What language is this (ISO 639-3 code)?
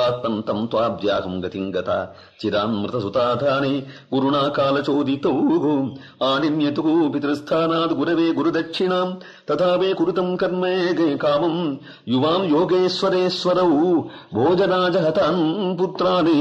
san